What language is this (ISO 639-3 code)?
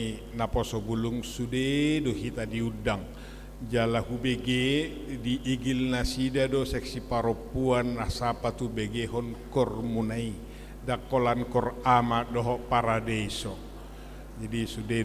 bbc